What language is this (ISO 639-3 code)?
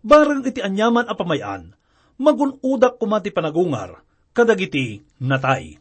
ilo